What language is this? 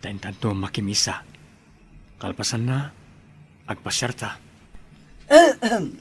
Iloko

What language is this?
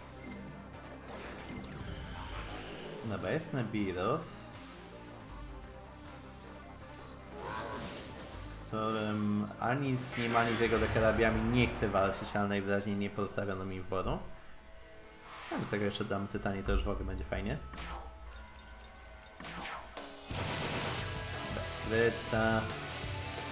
Polish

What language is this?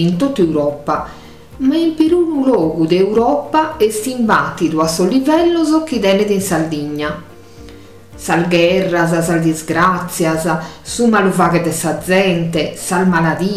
Sardinian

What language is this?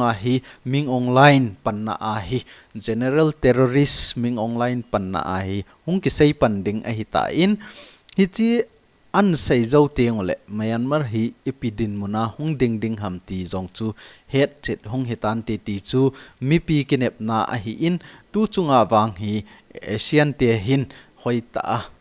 Thado Chin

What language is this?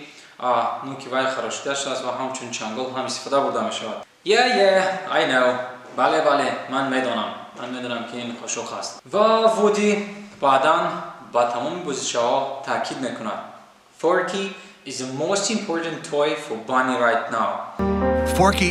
Tajik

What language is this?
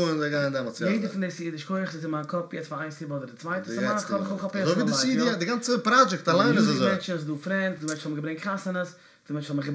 Yiddish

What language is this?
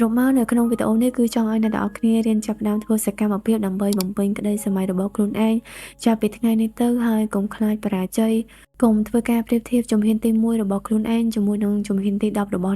Khmer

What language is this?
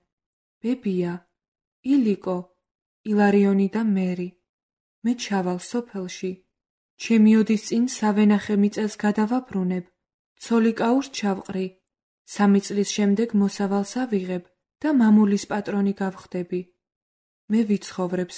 Georgian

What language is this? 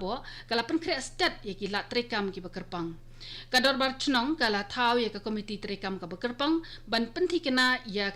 Khasi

